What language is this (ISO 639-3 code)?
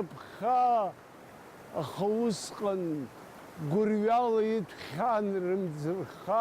abk